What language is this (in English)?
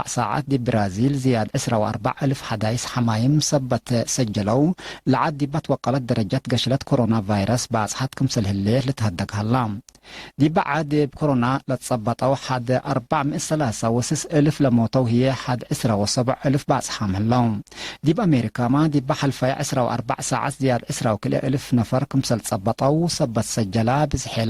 Tigre